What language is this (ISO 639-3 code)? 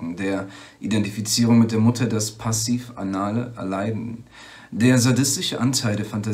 deu